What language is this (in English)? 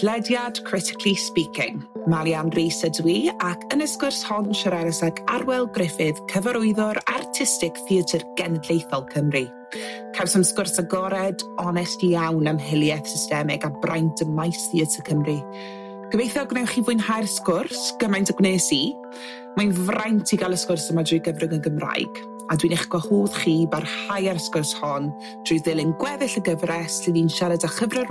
Welsh